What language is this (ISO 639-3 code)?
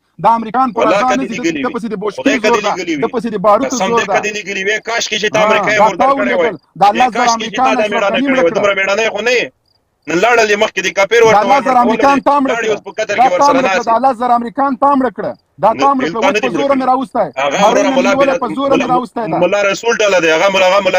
pus